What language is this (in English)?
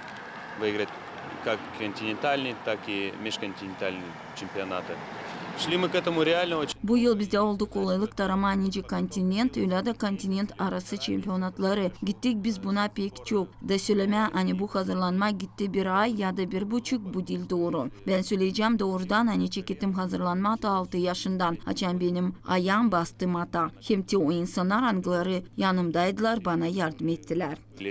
Gagauz